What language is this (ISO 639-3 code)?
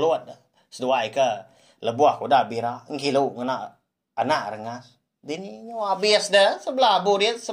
iba